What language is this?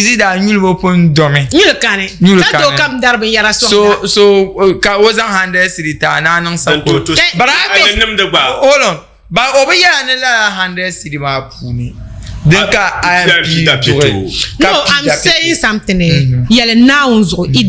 Dagbani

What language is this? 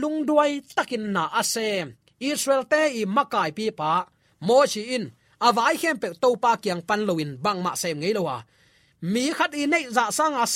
Tedim Chin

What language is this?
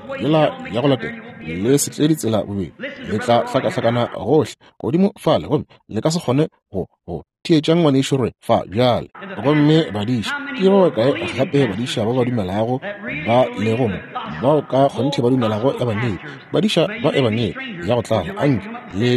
Northern Sotho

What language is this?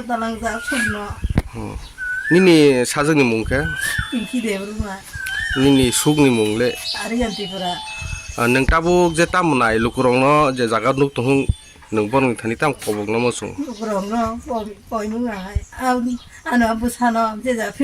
Kok Borok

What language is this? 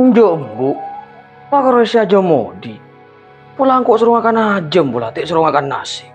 Madurese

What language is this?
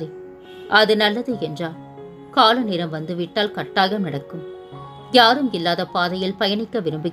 Tamil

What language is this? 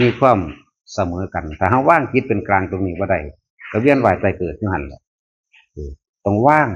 Northeastern Thai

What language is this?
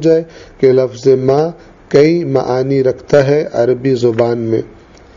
Urdu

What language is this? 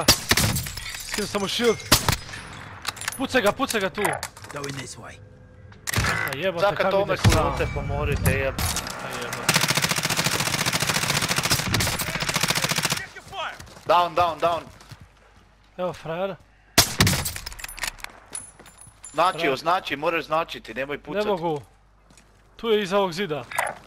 Croatian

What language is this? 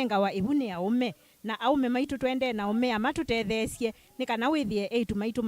Kamba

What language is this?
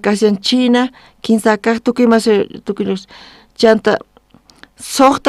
South Bolivian Quechua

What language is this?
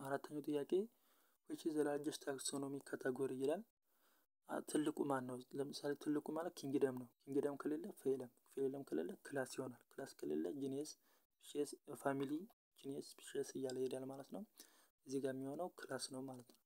Amharic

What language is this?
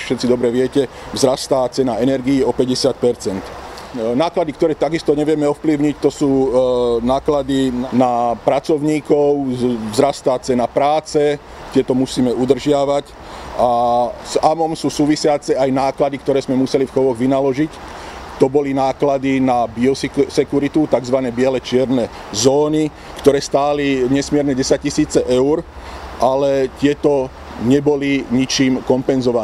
Slovak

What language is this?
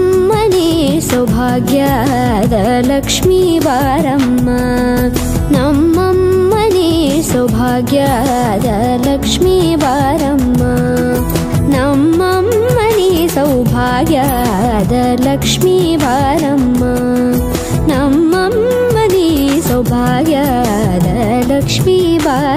Kannada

